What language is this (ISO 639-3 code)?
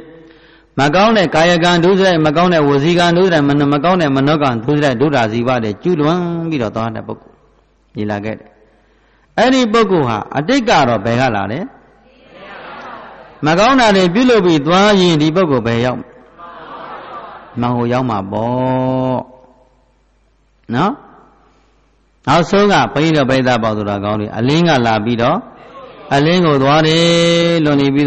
mya